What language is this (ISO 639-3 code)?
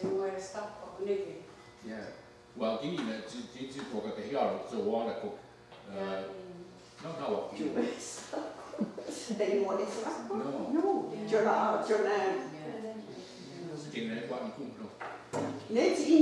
moh